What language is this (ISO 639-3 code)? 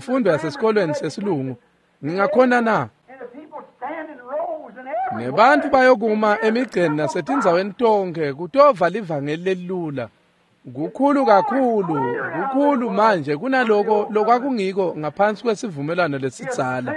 ssw